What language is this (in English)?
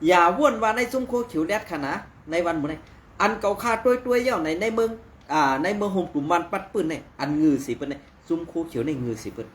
Shan